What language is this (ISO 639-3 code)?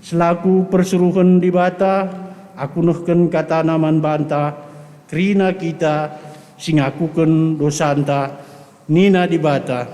btx